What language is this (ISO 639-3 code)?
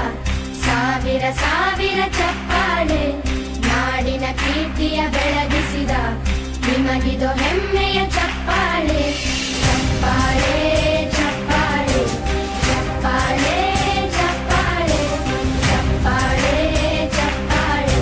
kan